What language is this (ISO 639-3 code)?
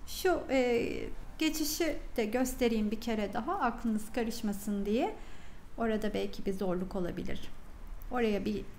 tur